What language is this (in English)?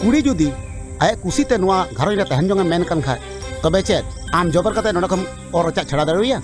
Santali